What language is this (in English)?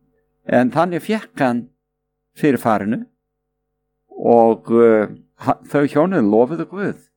Icelandic